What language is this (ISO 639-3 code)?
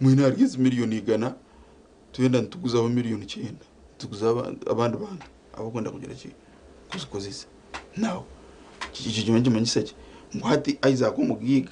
nyn